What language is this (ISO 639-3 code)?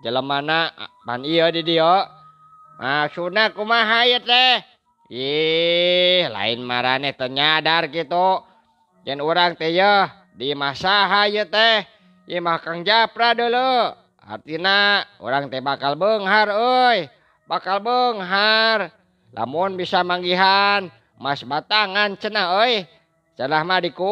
sun